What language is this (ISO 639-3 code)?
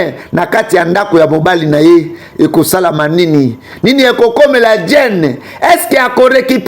lin